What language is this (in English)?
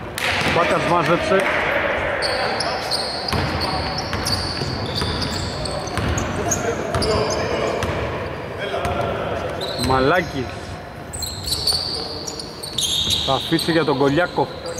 Greek